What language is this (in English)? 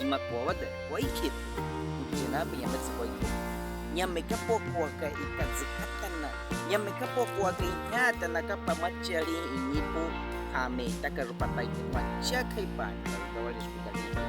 Baniwa